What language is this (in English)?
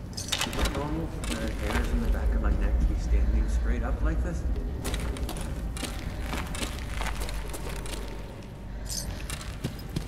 English